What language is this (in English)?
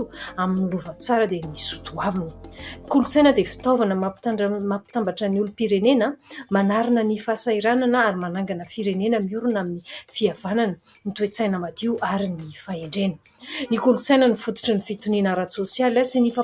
Malagasy